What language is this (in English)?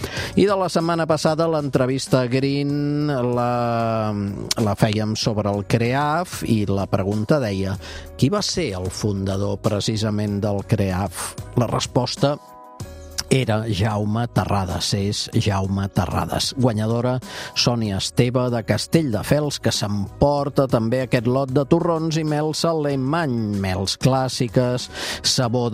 Catalan